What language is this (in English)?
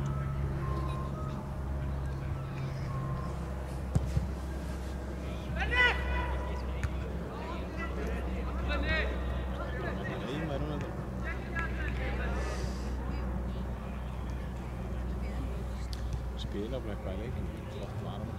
Icelandic